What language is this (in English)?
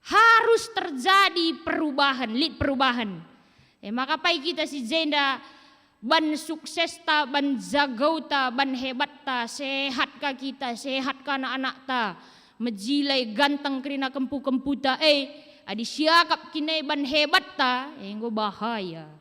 Batak Karo